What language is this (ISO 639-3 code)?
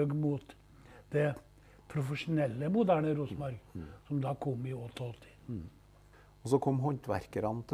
nor